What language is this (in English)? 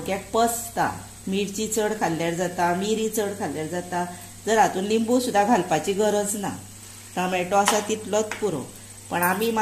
Konkani